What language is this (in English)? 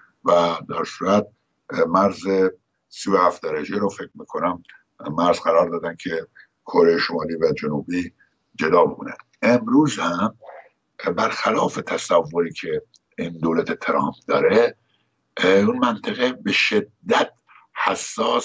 Persian